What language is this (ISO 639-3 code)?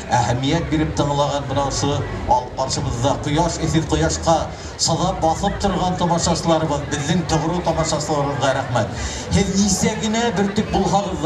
bak